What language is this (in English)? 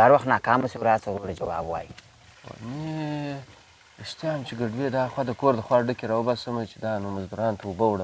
Pashto